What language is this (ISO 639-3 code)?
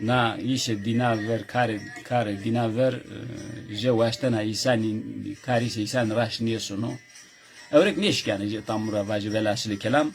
zza